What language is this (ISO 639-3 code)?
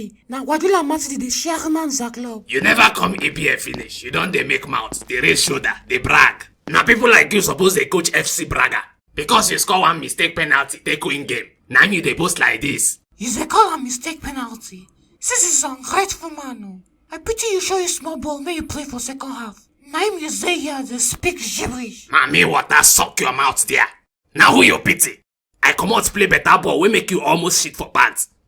pcm